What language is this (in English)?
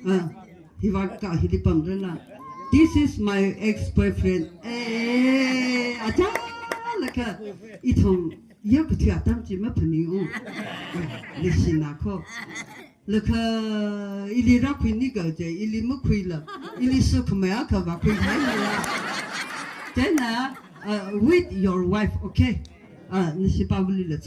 Tangkhul Naga (India)